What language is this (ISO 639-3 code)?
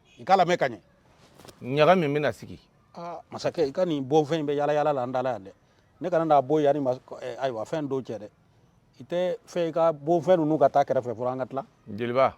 bam